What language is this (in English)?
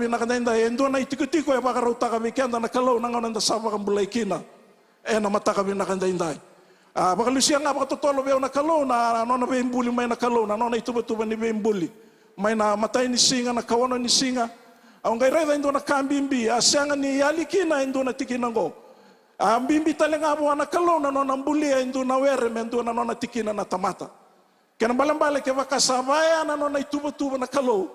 Fijian